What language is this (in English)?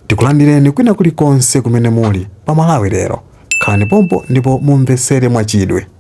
Nyanja